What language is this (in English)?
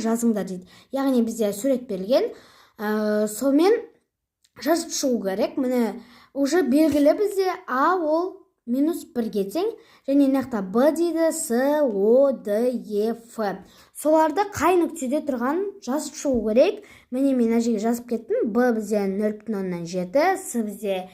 Kazakh